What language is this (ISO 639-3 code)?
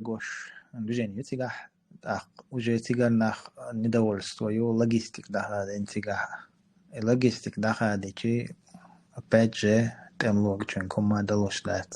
che